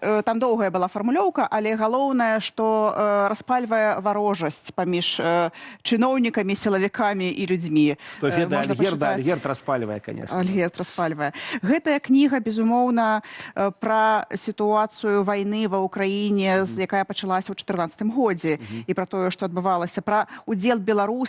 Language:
Belarusian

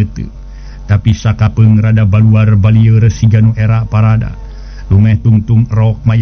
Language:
Sundanese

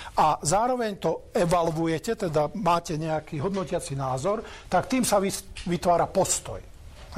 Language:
Slovak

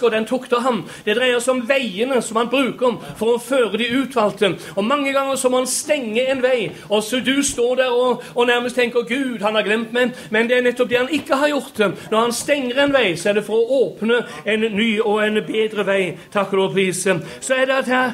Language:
Norwegian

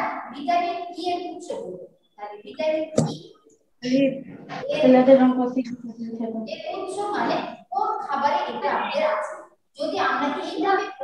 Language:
Bangla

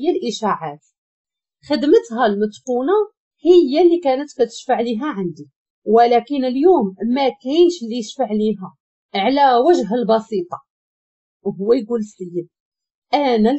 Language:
Moroccan Arabic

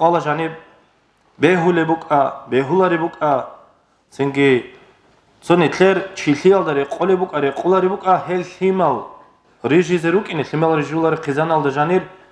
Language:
Avaric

